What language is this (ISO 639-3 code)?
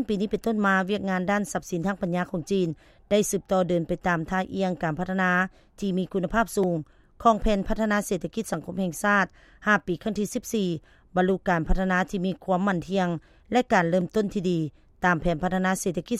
lao